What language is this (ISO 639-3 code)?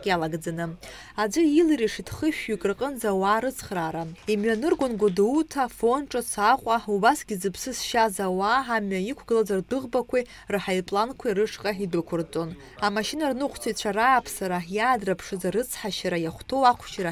abk